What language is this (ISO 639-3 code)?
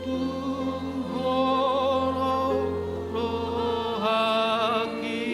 bbc